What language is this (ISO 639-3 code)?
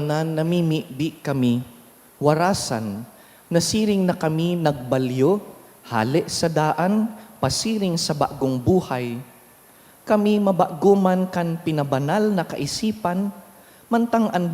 bik